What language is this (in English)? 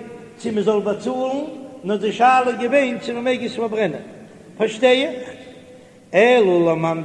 Yiddish